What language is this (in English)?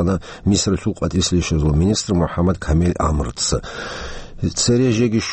Avaric